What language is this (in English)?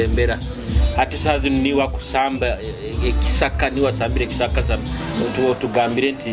Nyoro